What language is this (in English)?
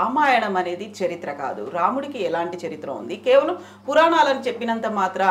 Telugu